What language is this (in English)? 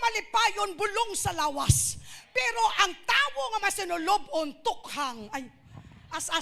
Hiligaynon